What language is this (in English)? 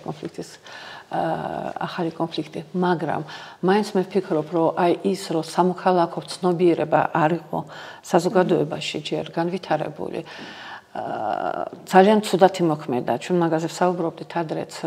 Georgian